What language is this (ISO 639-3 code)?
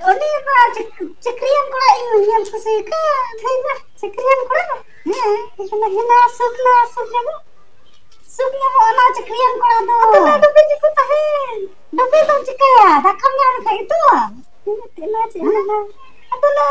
sat